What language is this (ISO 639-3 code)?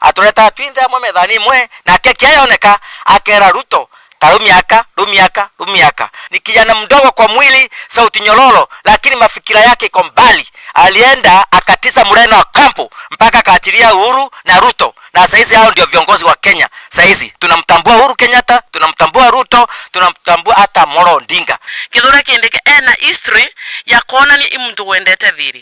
mer